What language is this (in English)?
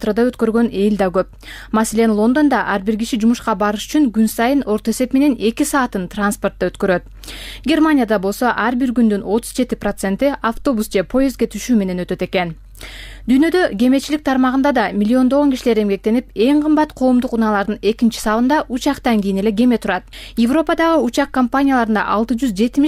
Kyrgyz